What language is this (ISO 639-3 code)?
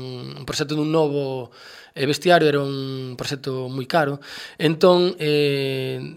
glg